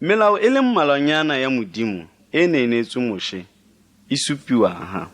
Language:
Tswana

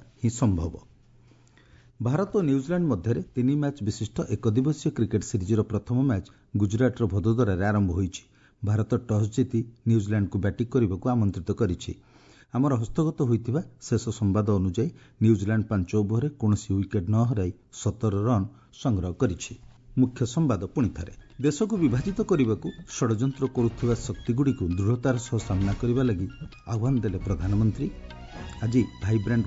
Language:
Odia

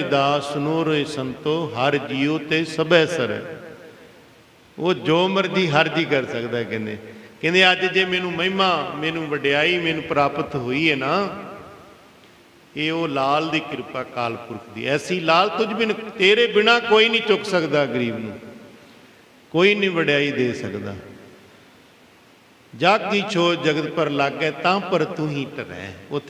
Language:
Punjabi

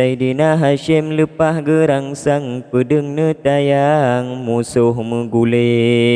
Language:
Achinese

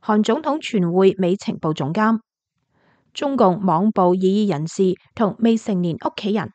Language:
Cantonese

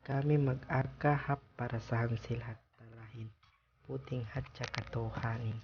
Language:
Yakan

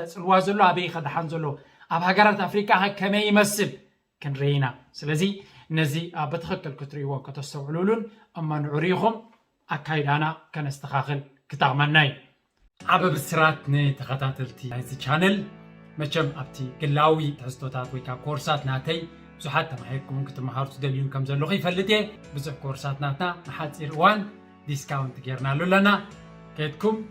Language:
Tigrinya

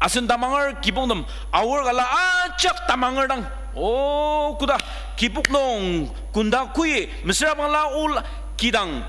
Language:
Ao Naga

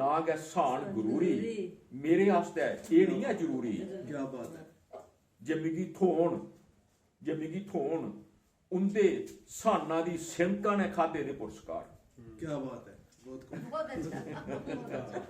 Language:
Dogri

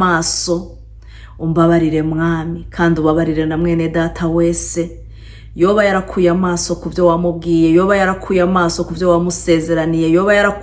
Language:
Rundi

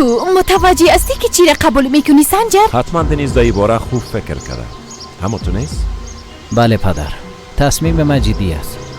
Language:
Persian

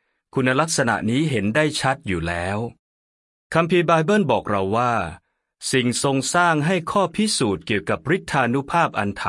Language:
Thai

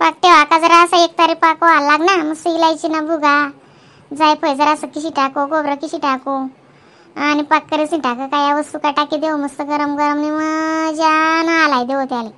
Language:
Khandesi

